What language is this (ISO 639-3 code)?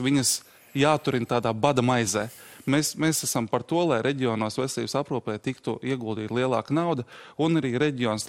lav